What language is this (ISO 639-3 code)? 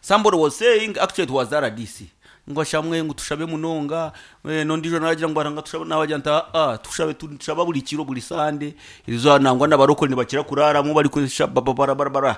nyn